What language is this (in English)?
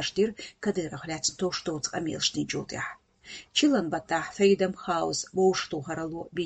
Chechen